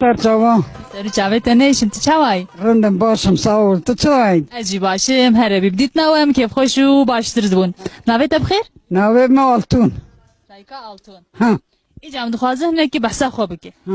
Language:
Kurdish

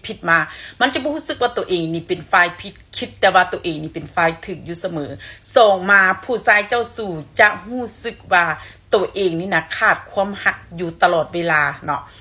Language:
Northeastern Thai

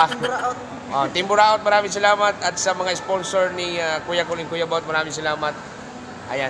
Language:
Bikol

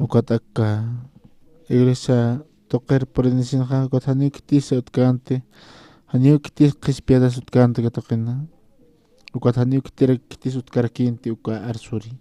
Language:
Aymara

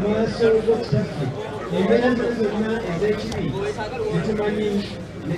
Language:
Ganda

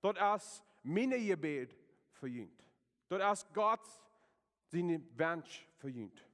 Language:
Plautdietsch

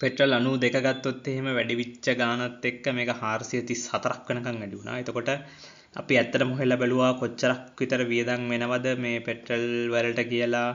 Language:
Sinhala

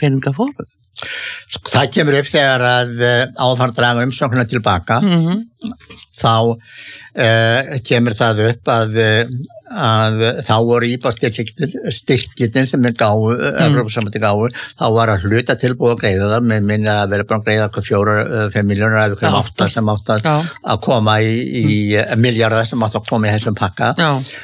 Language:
Icelandic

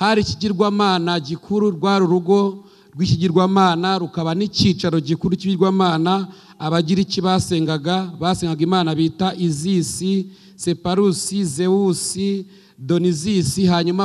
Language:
Kinyarwanda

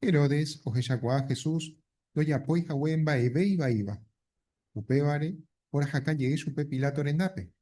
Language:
Guarani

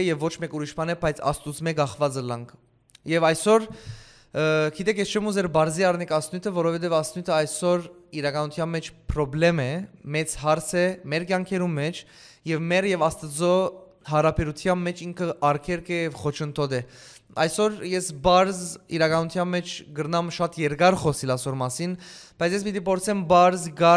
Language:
Western Armenian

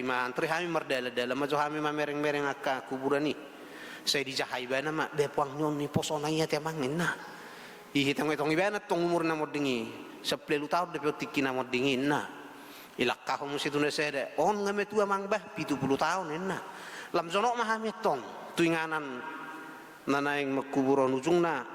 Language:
Batak Toba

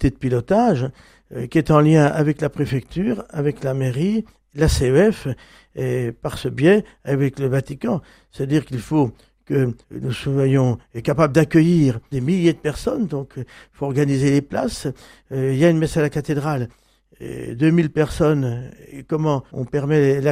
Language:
French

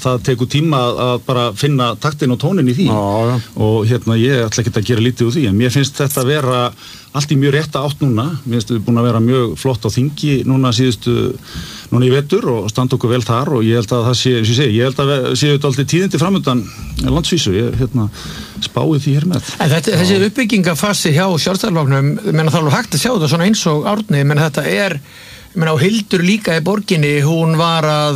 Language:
Icelandic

